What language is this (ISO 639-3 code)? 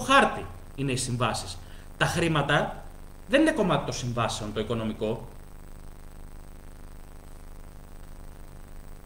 ell